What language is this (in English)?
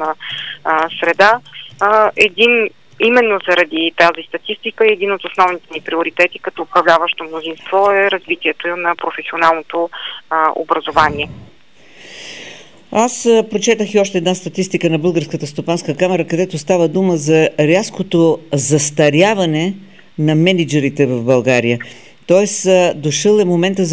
Bulgarian